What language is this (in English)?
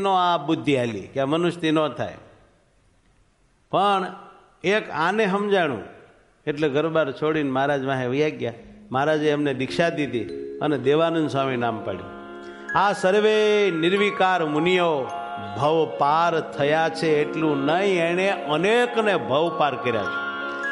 Gujarati